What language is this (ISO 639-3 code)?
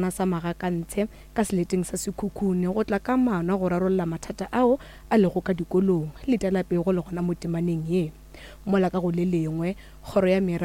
nso